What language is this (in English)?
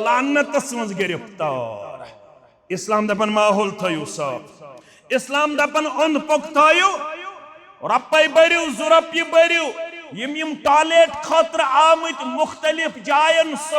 Kashmiri